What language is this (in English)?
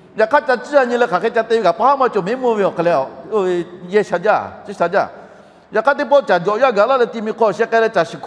Lahu